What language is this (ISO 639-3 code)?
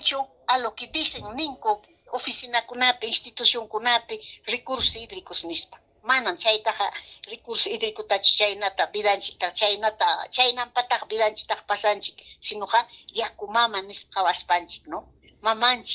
quy